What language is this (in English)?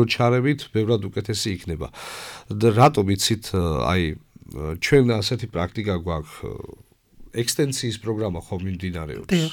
Georgian